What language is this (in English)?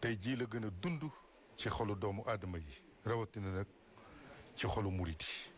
Wolof